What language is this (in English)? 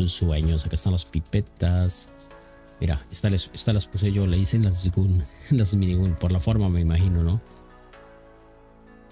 Spanish